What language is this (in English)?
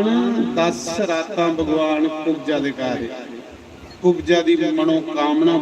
Dogri